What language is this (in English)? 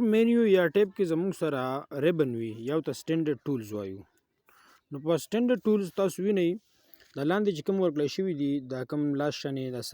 Pashto